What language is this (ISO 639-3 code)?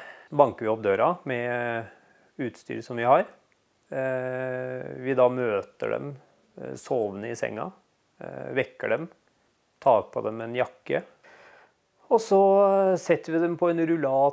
nor